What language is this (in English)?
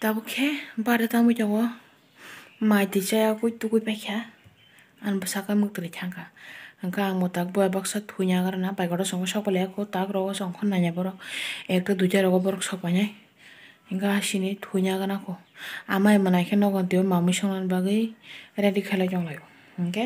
Kok Borok